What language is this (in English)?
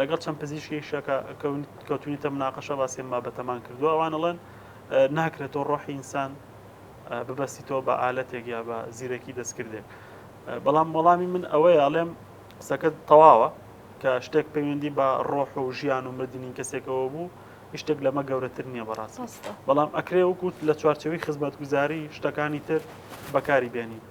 Central Kurdish